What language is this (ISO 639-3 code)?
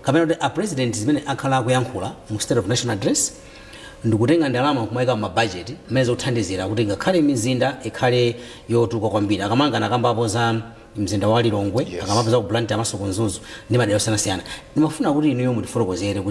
nya